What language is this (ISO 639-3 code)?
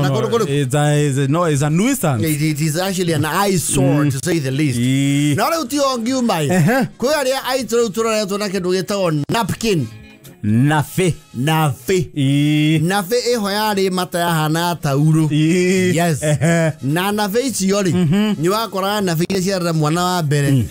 kik